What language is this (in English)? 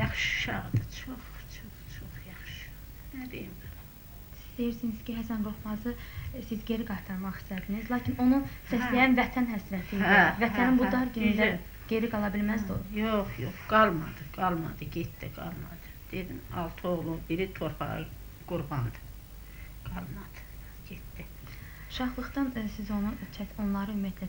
Azerbaijani